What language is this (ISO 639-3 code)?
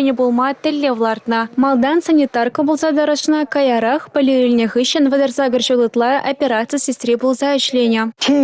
chv